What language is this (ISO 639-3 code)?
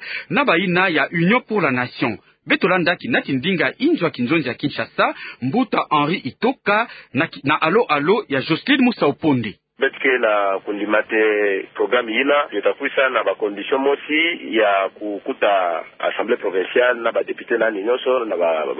ktu